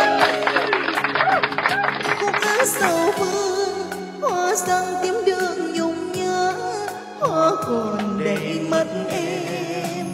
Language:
Vietnamese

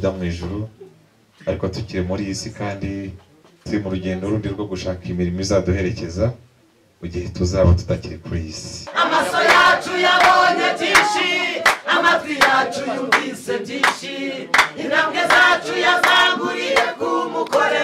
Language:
Kinyarwanda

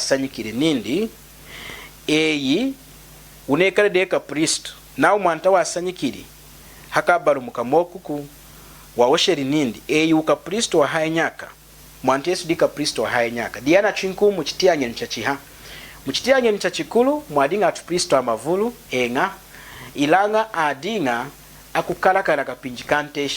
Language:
Lunda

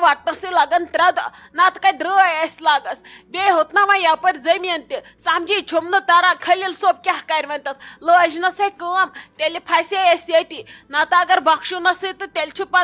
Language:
Kashmiri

